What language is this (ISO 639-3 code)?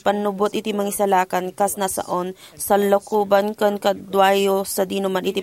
ilo